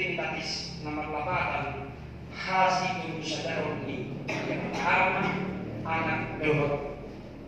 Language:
Batak Toba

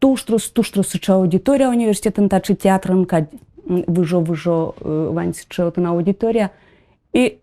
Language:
Udmurt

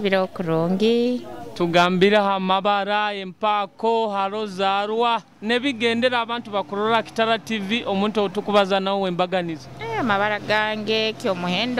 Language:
Nyoro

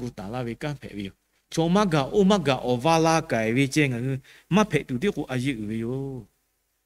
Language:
Lahu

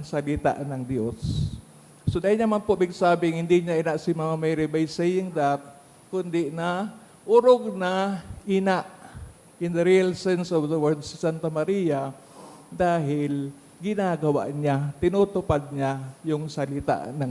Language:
Bikol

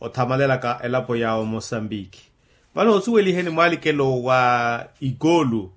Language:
Makhuwa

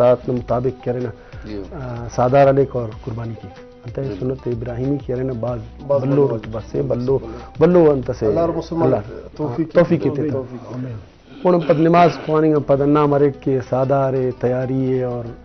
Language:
Brahui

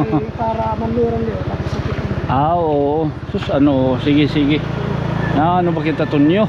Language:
Waray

